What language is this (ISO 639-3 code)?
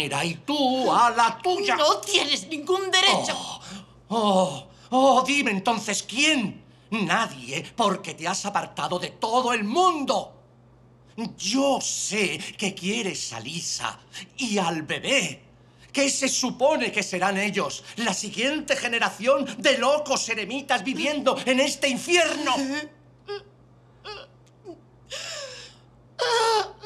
spa